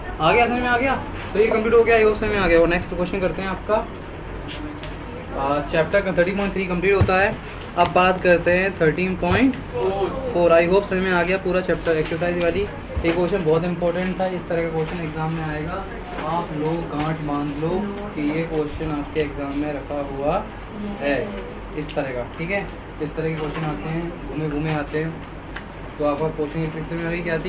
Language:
Hindi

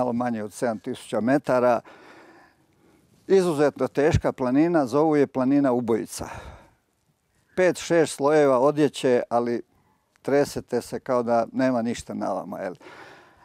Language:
Croatian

